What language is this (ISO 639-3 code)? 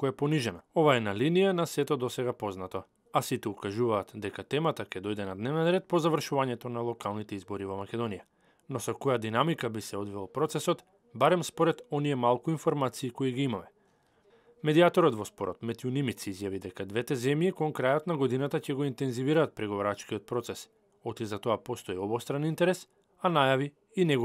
mkd